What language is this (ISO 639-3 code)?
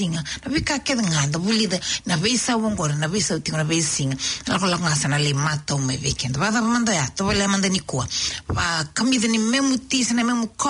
fij